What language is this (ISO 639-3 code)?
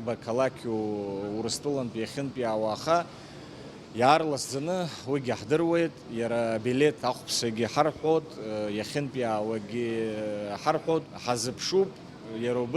abk